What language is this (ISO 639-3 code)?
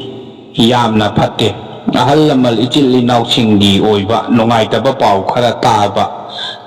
mni